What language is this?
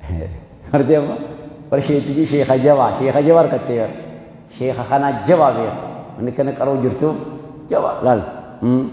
Oromo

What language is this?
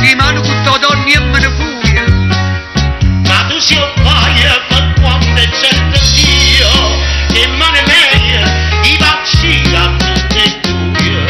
Neapolitan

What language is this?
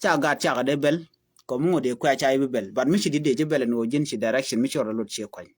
Nuer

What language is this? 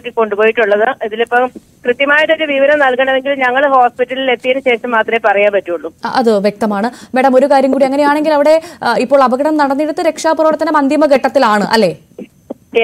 Malayalam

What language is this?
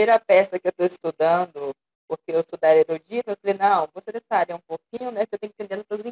Portuguese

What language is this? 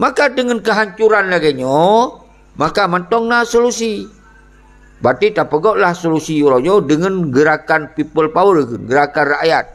Achinese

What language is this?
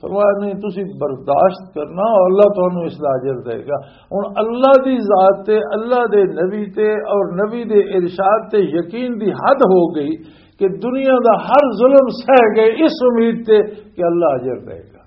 Western Panjabi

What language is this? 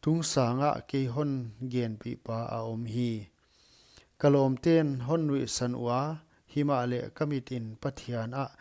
Paite Chin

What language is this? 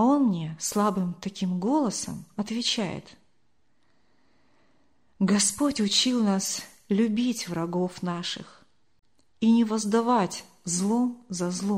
Russian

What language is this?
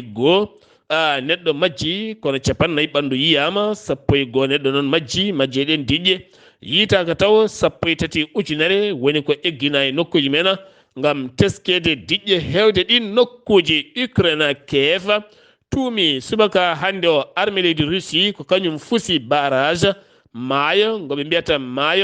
Fula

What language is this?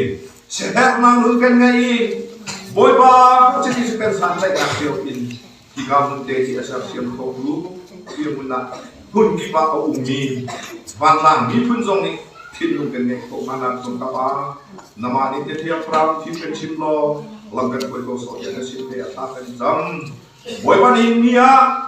Hakha Chin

